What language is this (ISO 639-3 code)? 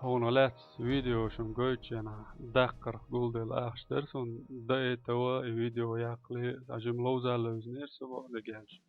che